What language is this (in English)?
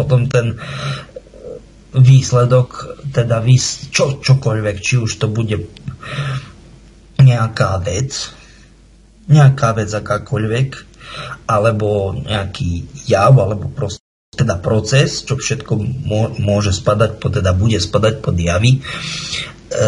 Slovak